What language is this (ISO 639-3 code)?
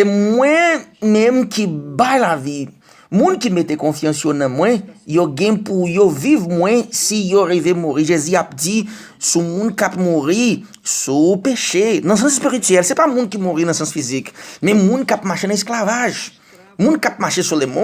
hat